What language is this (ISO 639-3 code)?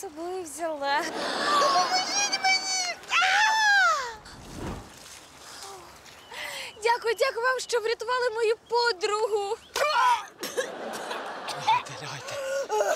ukr